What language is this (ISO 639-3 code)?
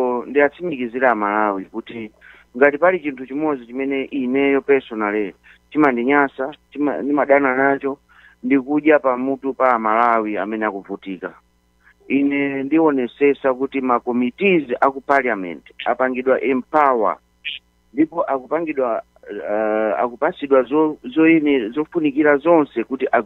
nya